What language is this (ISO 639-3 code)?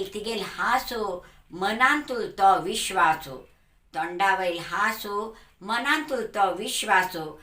kok